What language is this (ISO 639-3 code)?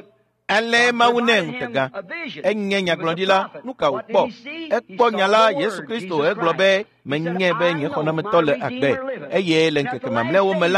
ewe